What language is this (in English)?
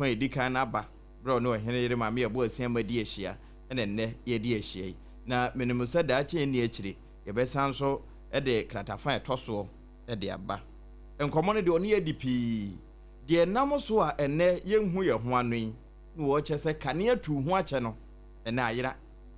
Akan